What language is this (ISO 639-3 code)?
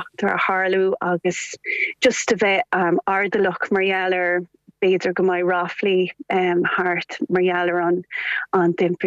gle